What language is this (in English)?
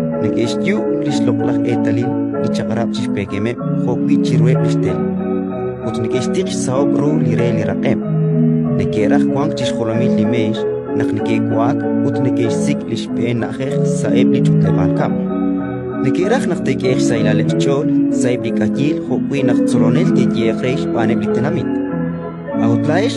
Kekchí